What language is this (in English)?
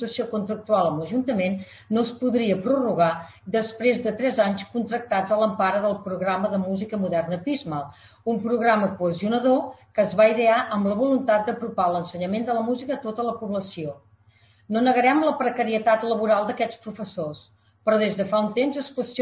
Catalan